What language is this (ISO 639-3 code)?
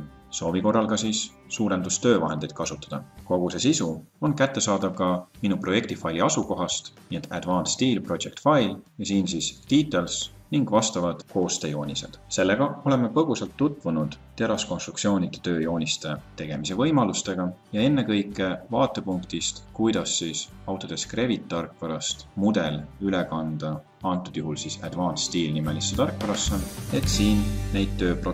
est